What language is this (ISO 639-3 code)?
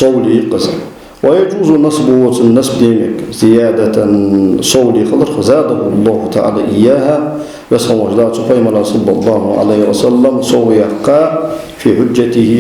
inh